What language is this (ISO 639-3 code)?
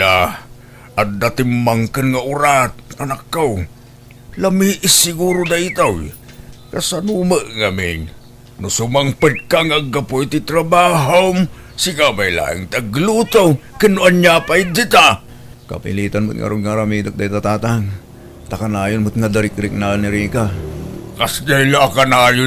ilo